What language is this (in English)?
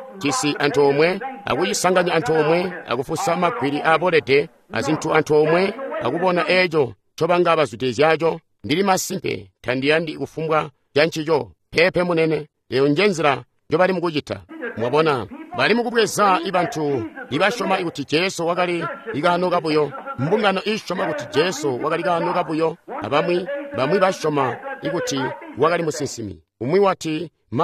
Tonga (Zambia)